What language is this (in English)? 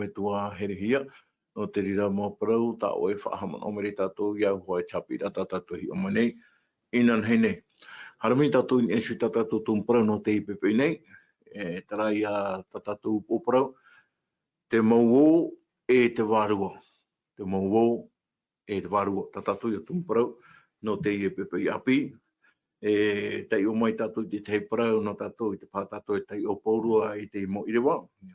Tahitian